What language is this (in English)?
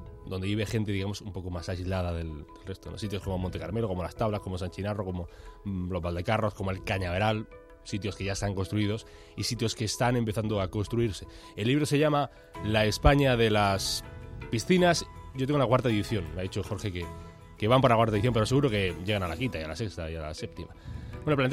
Spanish